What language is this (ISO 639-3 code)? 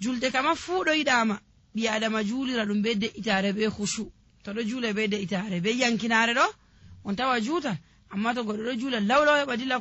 fuv